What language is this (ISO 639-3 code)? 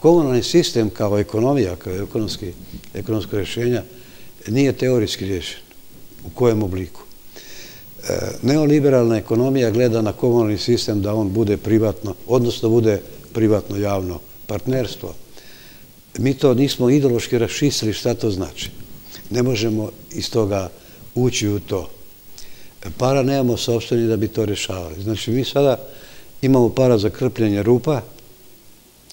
srp